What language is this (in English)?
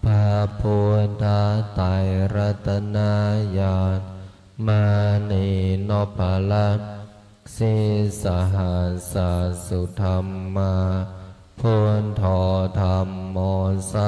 Pali